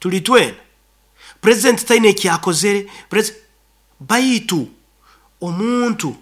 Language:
Nyoro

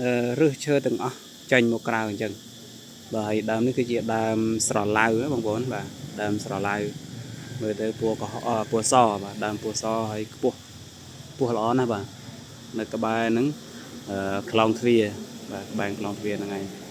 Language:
Khmer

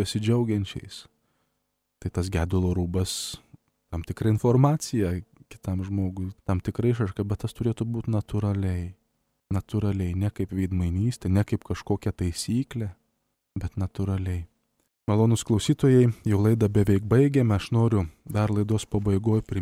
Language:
Lithuanian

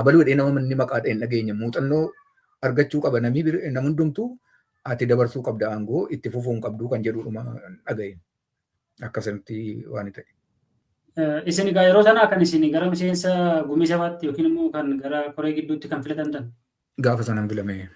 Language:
Oromo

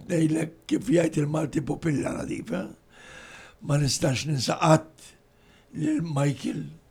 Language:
Maltese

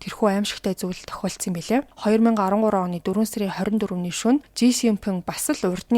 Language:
Mongolian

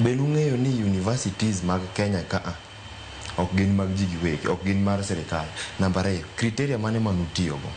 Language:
Luo (Kenya and Tanzania)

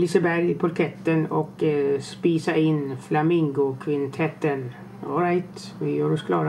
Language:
Swedish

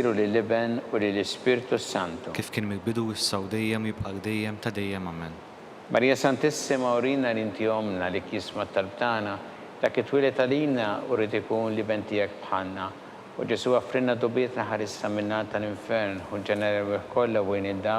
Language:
Maltese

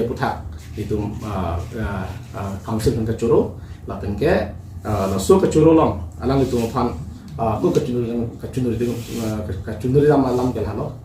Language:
Karbi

